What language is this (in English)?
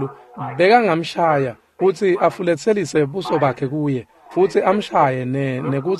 Swati